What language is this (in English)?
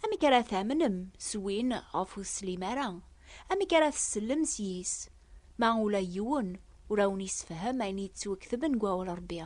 Kabyle